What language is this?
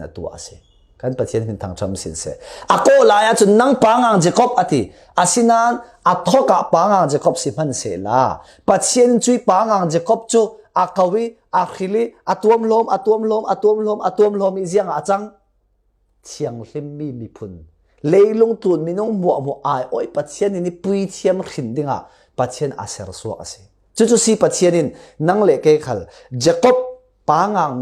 Falam Chin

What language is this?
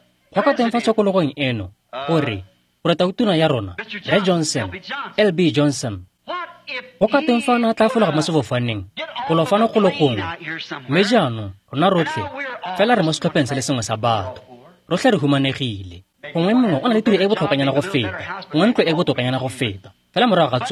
Tswana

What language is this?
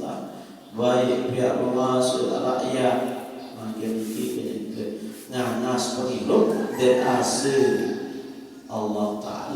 Sasak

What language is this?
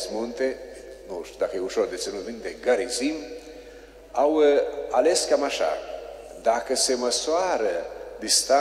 Romanian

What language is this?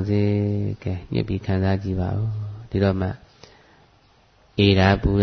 Burmese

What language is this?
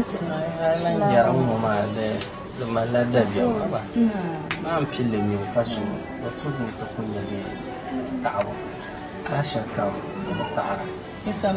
Dagbani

